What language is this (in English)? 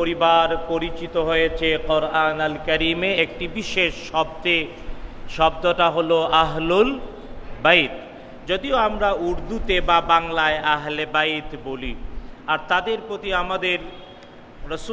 Bangla